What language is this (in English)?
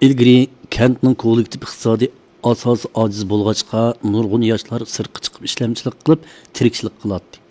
Uyghur